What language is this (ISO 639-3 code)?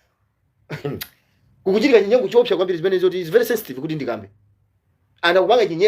nya